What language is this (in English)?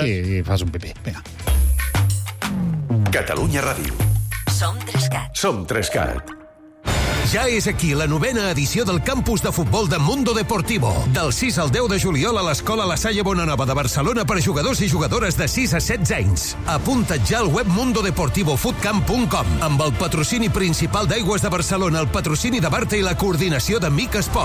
Catalan